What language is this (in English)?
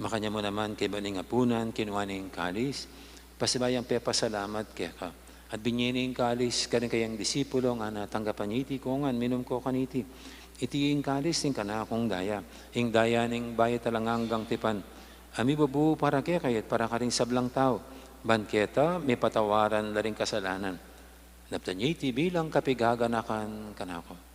Pampanga